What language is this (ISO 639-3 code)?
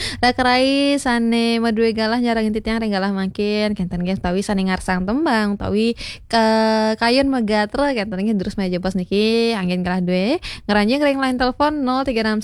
ban